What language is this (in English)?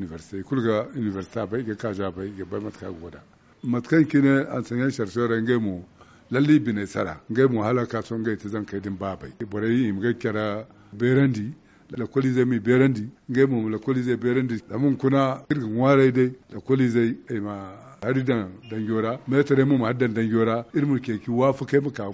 Zarma